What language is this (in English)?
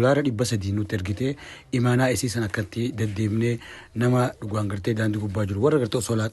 Oromo